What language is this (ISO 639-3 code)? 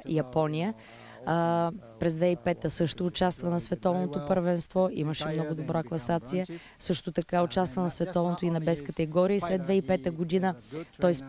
bul